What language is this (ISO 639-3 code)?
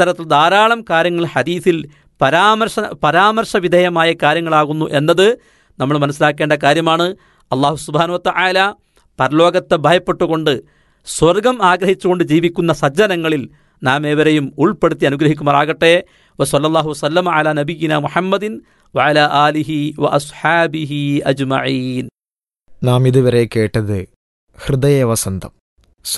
mal